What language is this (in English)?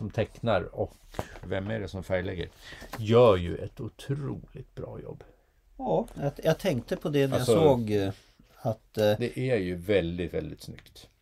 Swedish